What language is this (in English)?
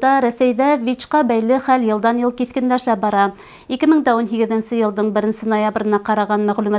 Bashkir